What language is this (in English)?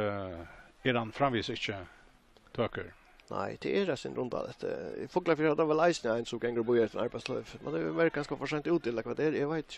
Faroese